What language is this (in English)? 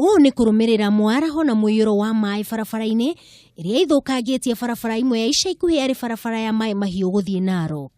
Kikuyu